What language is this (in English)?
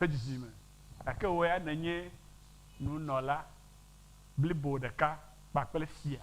Ewe